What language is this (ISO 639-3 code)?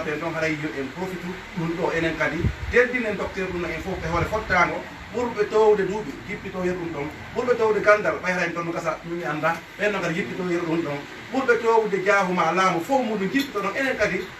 ful